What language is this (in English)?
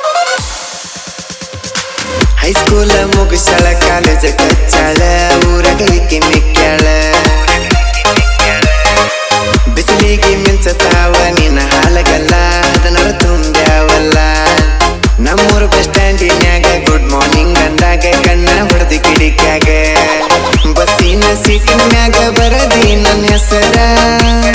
Kannada